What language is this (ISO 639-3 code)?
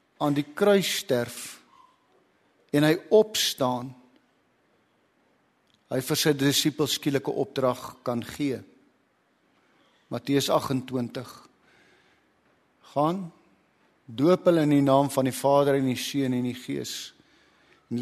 afr